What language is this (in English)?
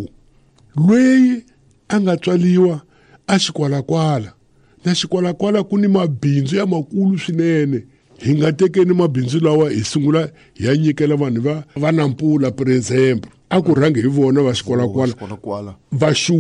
Tsonga